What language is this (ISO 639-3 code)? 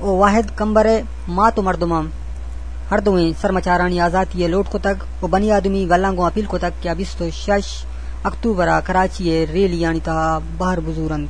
bgp